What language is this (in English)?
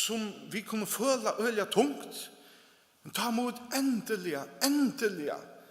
Faroese